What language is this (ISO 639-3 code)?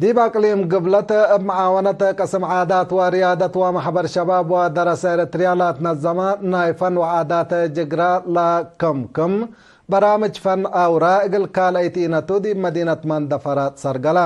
tig